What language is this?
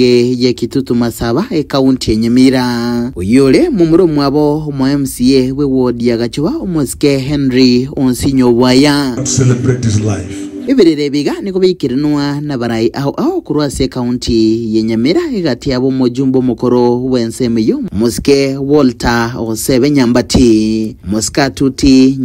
Gusii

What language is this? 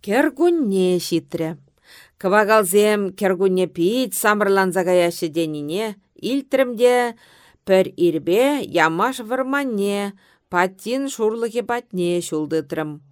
Chuvash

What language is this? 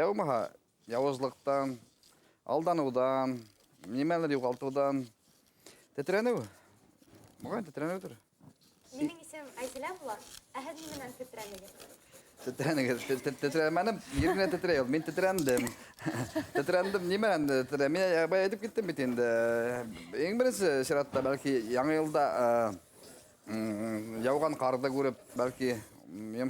Bashkir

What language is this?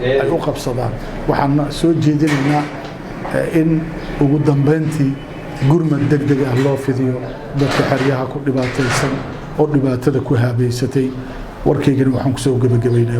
Somali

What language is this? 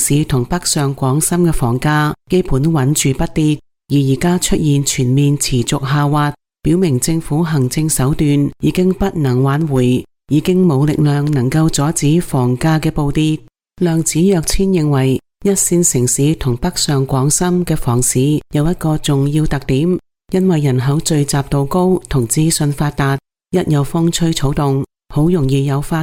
Cantonese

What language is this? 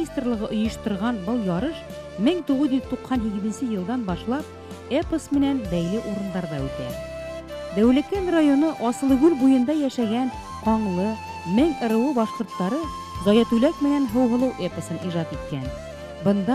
Bashkir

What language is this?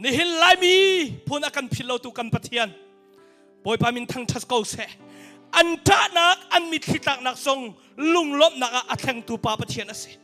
Hakha Chin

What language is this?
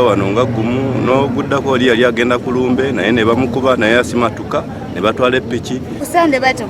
Ganda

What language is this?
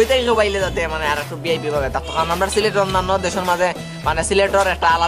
Sylheti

